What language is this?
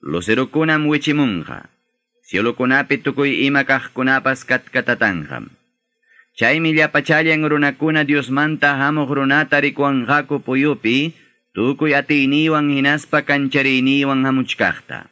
Ayacucho Quechua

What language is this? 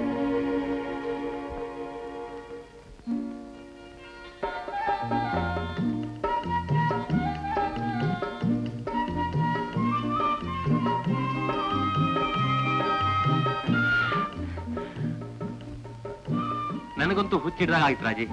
Kannada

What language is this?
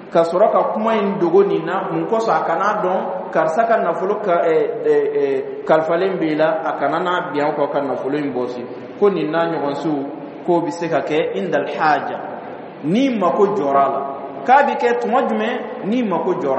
Dyula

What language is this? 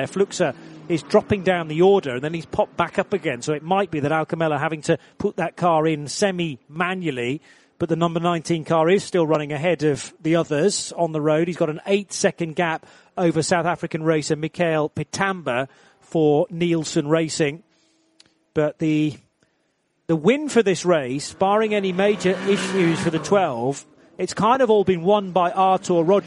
English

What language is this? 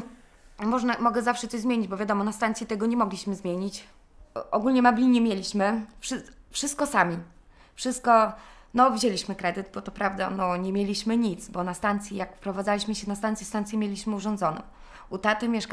Polish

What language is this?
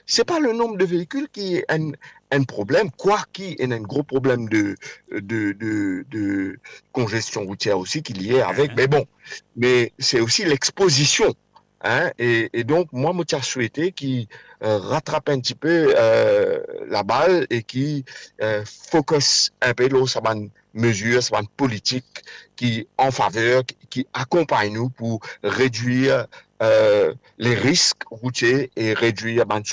Morisyen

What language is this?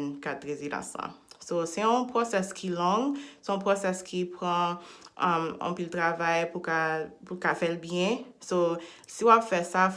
Haitian Creole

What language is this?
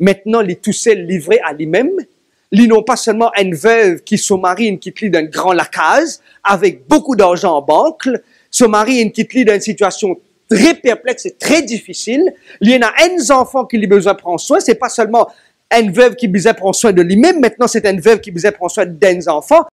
Morisyen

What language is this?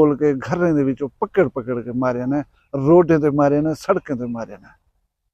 Saraiki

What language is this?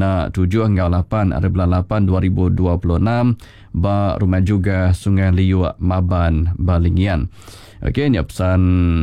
Iban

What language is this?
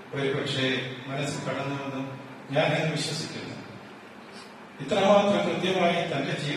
Malayalam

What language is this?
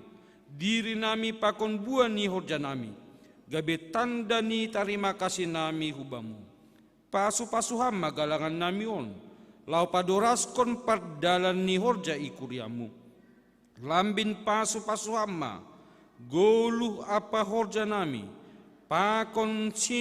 Batak Simalungun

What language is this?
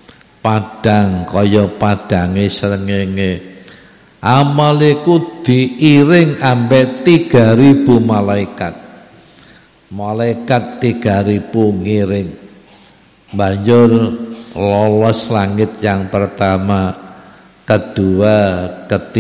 Javanese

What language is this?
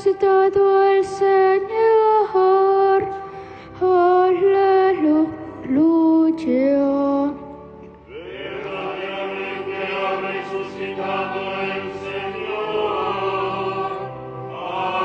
Spanish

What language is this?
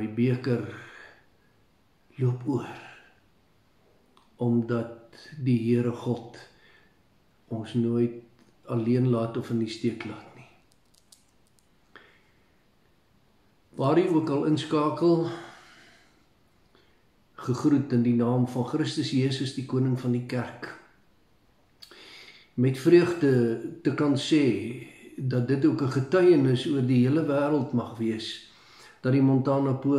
Afrikaans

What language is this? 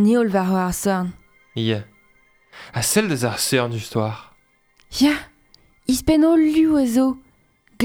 Breton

